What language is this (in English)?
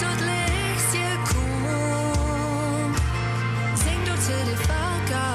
Plautdietsch